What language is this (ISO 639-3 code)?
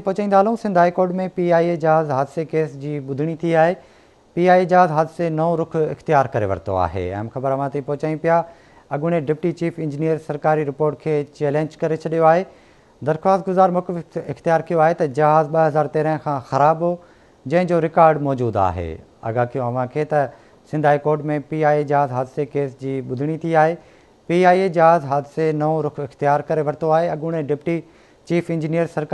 snd